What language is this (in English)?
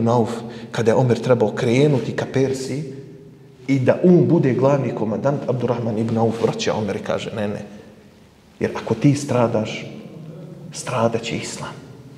Bosnian